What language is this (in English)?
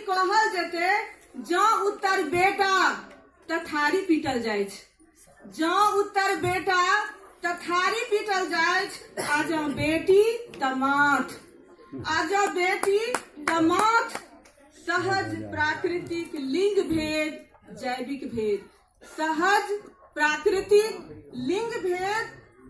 Maithili